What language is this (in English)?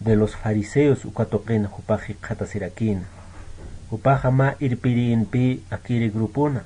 Aymara